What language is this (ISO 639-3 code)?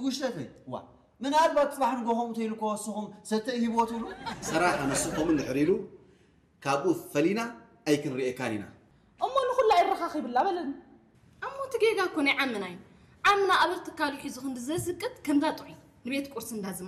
tir